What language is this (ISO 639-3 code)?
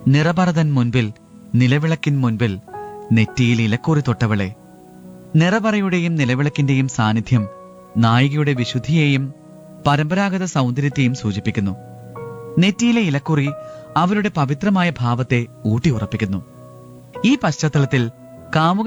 mal